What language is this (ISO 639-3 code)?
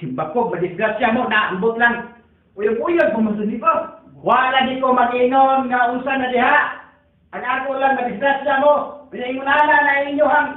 ceb